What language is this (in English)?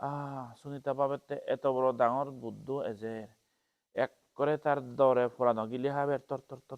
Chakma